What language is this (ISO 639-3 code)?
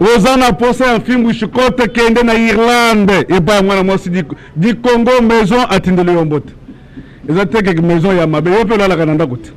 lin